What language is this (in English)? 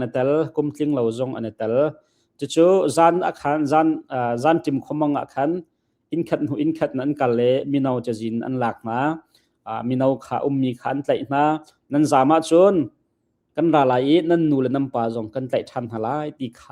Hakha Chin